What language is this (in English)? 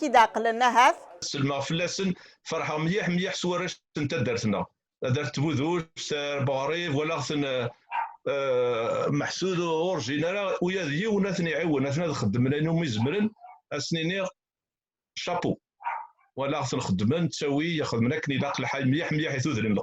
Kabyle